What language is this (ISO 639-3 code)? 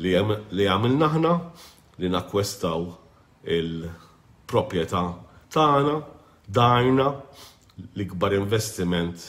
mlt